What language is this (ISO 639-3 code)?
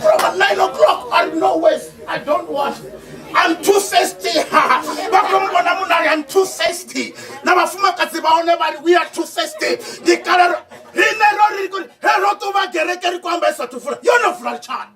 ven